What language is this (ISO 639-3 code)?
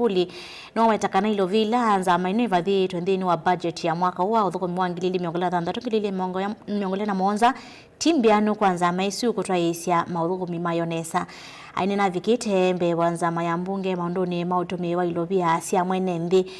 kam